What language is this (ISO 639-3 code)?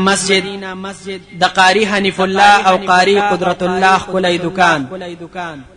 pus